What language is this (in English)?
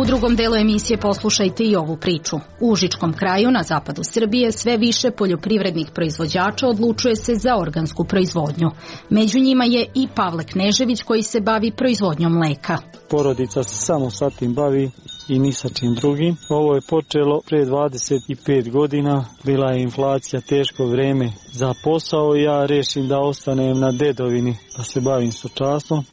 Serbian